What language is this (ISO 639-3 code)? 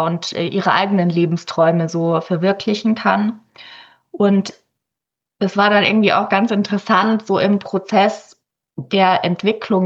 deu